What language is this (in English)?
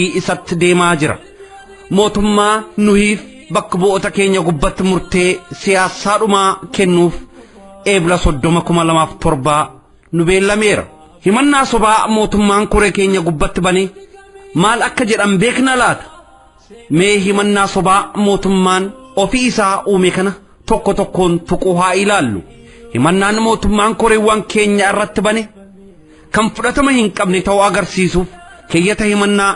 Oromo